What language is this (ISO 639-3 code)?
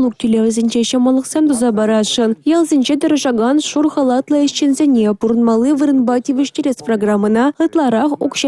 chv